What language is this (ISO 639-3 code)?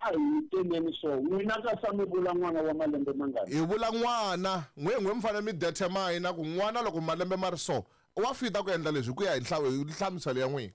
tso